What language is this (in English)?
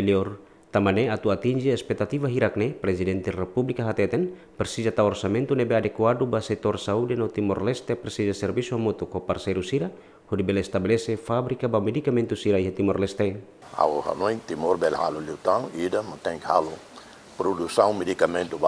Tetum